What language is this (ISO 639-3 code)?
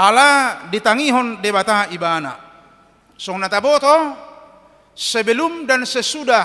bbc